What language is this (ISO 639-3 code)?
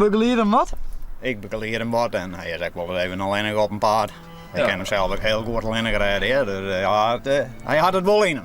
fry